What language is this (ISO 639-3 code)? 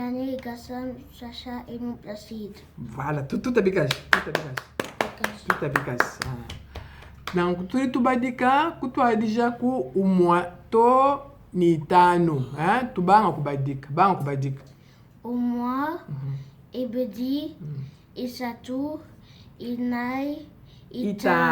lua